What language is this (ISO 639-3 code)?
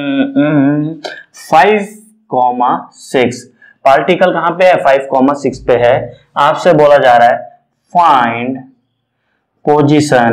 hin